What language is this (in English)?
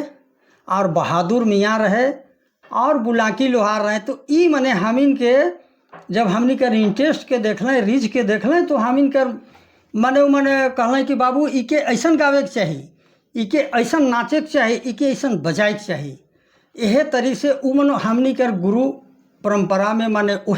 Sadri